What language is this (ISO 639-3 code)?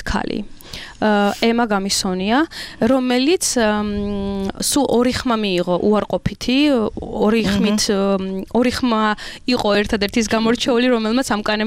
kat